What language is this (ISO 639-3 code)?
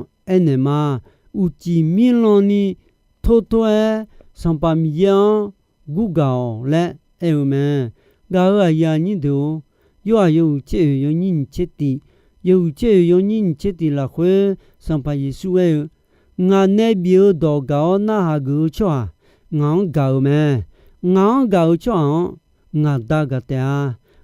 ahk